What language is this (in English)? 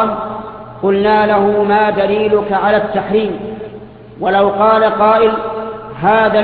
Arabic